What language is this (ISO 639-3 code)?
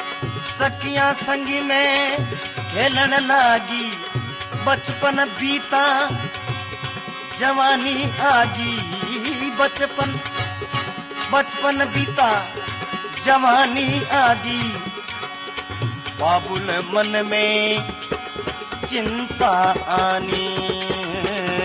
hin